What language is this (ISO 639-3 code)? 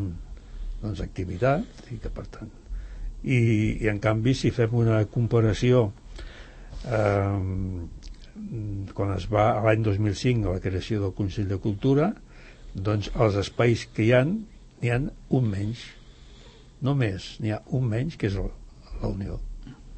cat